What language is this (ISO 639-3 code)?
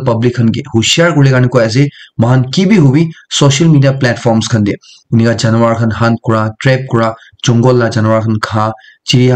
nag